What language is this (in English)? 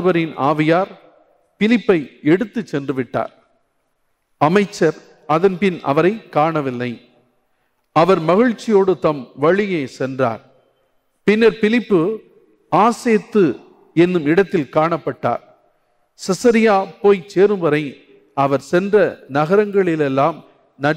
Tamil